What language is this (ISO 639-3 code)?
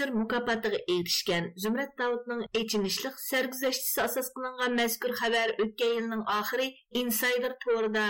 uig